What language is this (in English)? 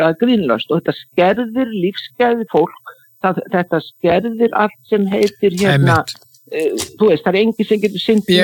Icelandic